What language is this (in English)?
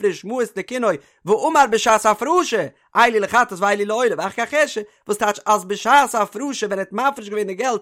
Yiddish